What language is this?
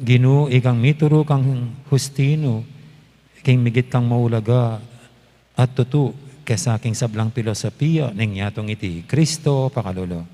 Pampanga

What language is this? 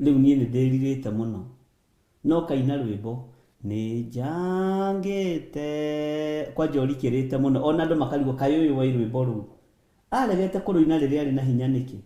Kikuyu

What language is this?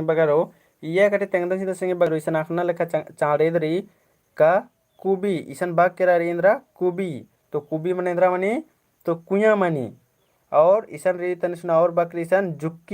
Kurukh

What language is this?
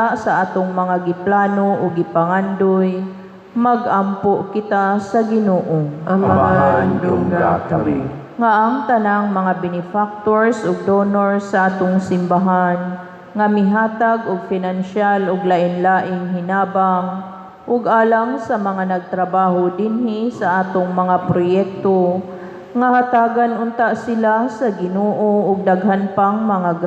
Cebuano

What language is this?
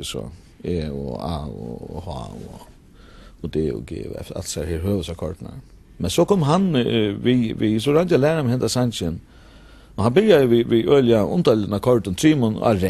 Faroese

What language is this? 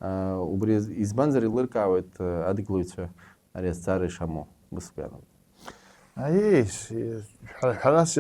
Abkhazian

